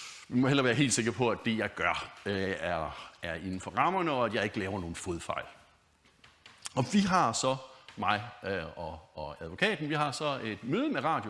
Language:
Danish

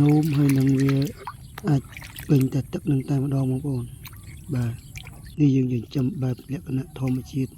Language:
Khmer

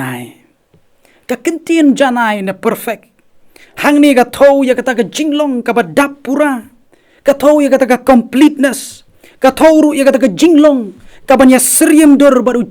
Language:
Khasi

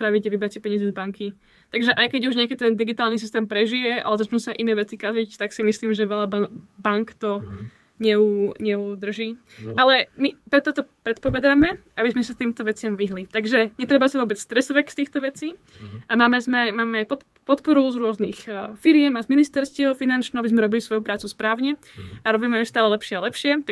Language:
Slovak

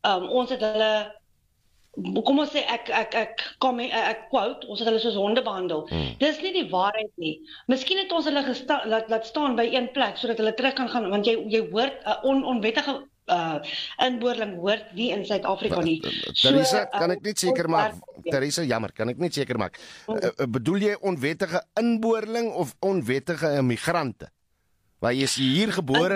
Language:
Afrikaans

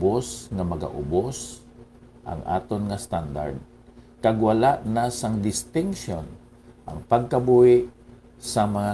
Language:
Hiligaynon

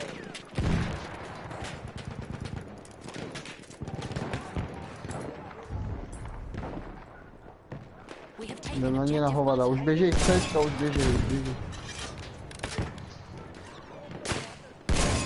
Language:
Czech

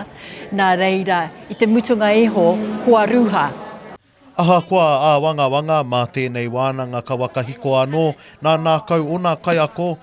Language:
Māori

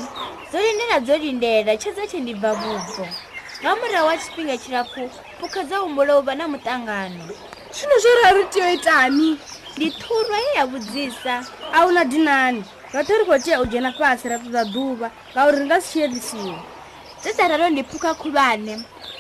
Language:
Venda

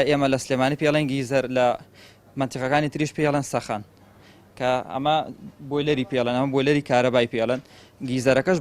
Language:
Central Kurdish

